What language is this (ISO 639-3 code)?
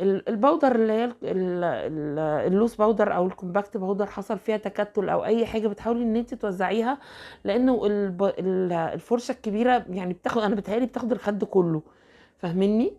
arz